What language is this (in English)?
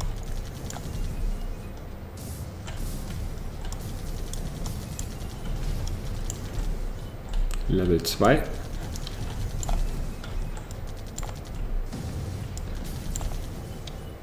German